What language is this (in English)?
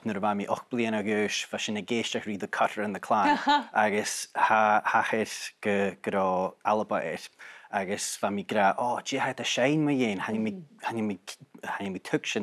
Scottish Gaelic